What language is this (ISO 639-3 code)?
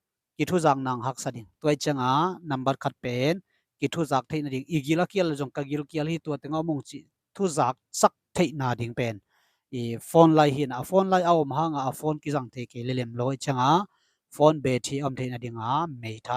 ctd